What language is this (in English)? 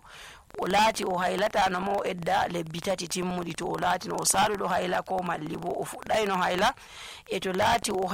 Nigerian Fulfulde